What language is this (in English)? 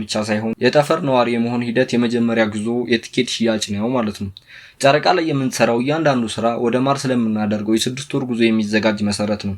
Amharic